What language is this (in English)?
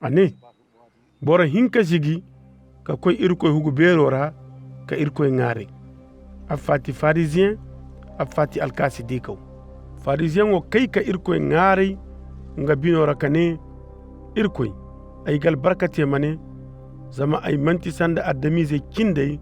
Zarma